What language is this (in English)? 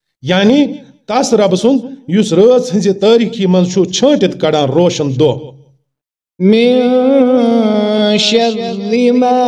Kashmiri